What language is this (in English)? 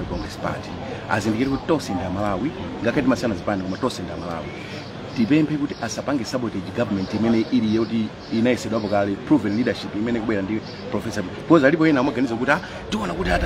Nyanja